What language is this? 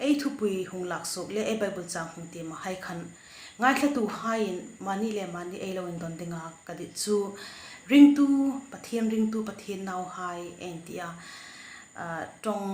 Hmar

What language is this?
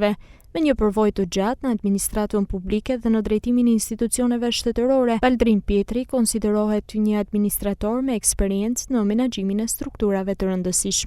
Albanian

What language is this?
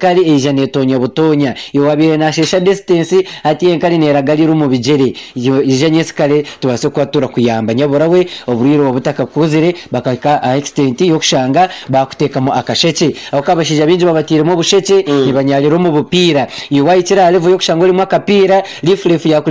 Nyankole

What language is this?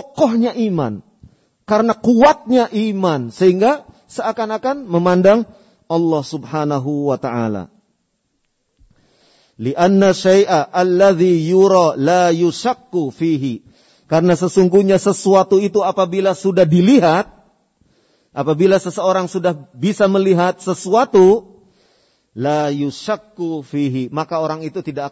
Indonesian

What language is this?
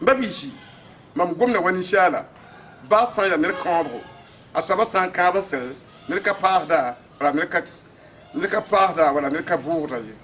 Mossi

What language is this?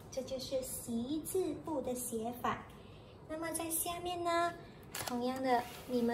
Chinese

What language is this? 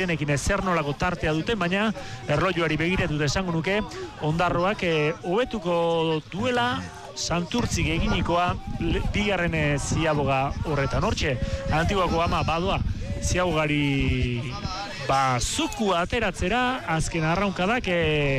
Basque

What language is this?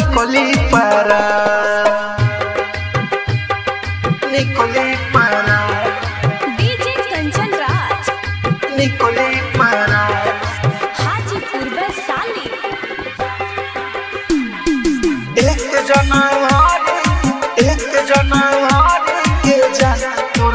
Bhojpuri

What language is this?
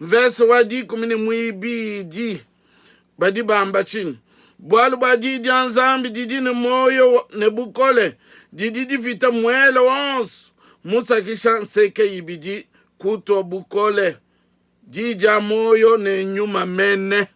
Luba-Lulua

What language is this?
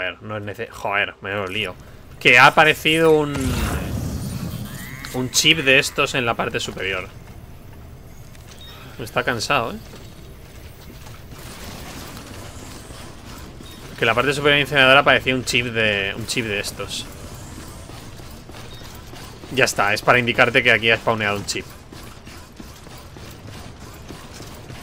Spanish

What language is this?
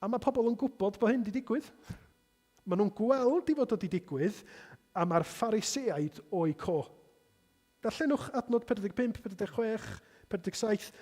Welsh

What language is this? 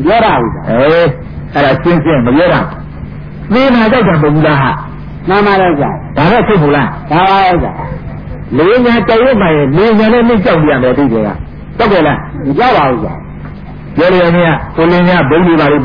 Burmese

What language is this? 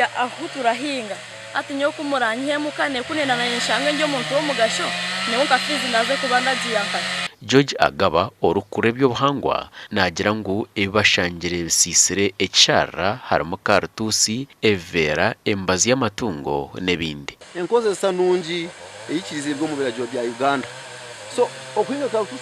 Nyankole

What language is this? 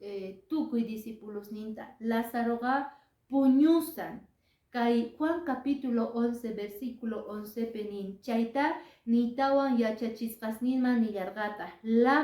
Quechua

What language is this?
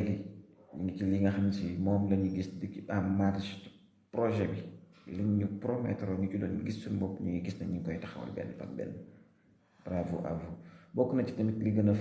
Wolof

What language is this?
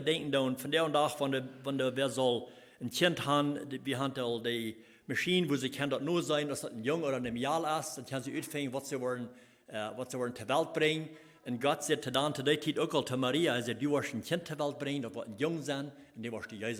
Plautdietsch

